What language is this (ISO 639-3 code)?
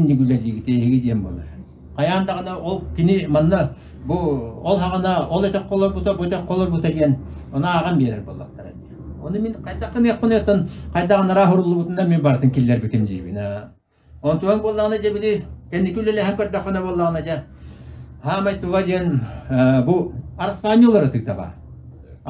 sah